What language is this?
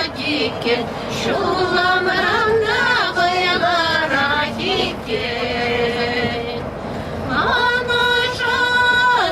Chuvash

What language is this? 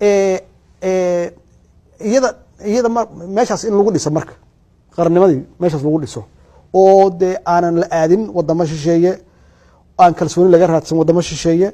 Somali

